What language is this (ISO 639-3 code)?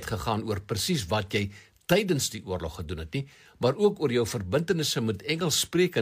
afr